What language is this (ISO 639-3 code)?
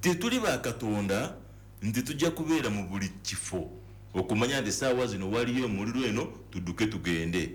lug